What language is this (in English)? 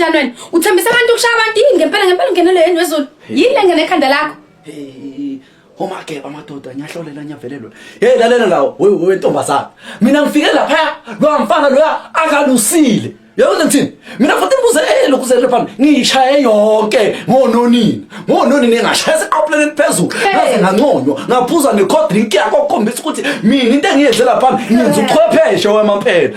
Zulu